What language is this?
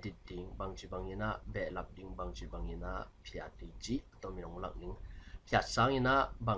Tedim Chin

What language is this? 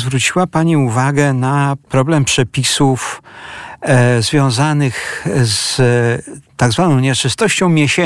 Polish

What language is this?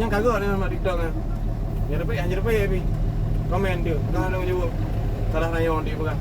Achinese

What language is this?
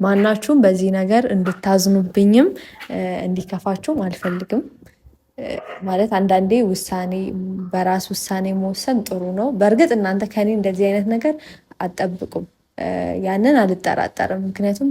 Amharic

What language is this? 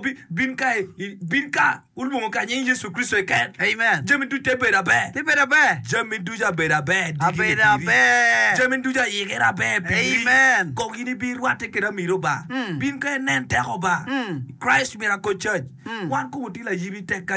Acoli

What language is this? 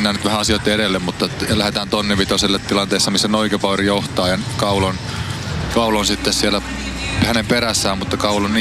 Finnish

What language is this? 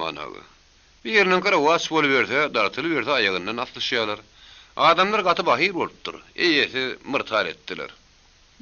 Turkmen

